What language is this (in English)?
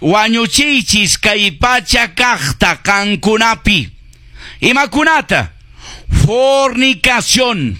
Quechua